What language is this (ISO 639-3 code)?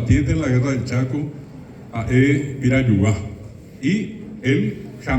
grn